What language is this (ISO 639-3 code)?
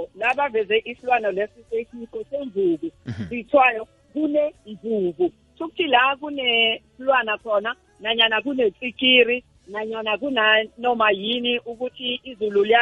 nbl